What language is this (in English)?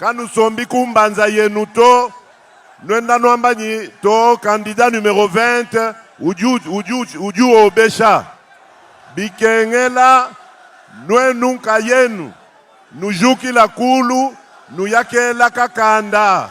Luba-Lulua